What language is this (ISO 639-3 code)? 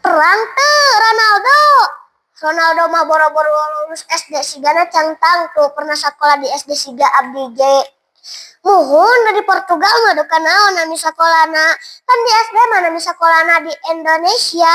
sun